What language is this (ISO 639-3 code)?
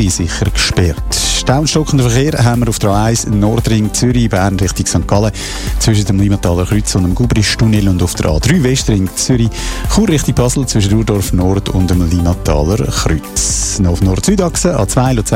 deu